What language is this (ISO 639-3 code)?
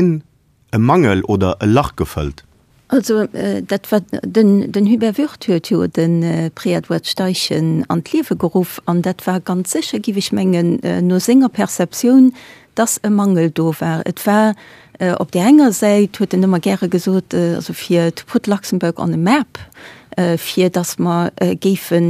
ltz